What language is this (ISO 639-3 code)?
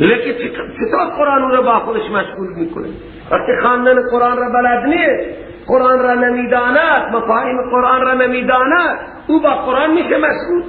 fas